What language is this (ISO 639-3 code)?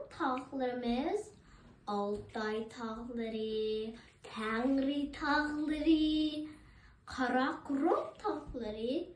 uig